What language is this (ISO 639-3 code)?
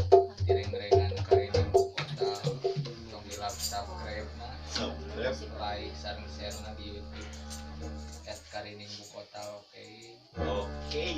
sun